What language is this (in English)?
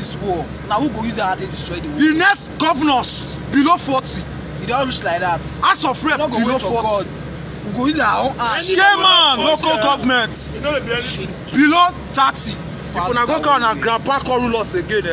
Nigerian Pidgin